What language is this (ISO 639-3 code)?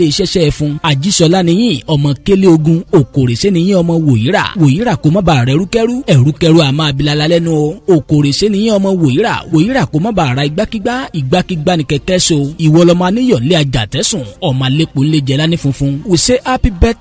yor